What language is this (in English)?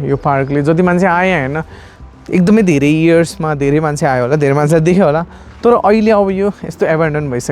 Nepali